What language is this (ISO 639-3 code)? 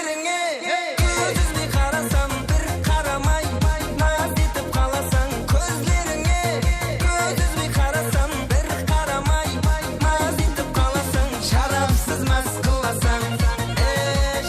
kaa